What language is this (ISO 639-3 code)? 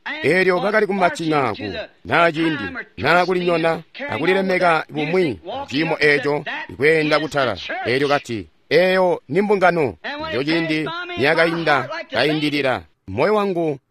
toi